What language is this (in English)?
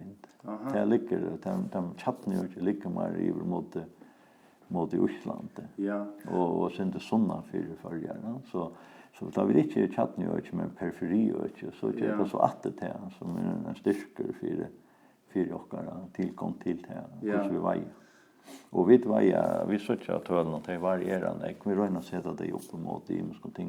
Faroese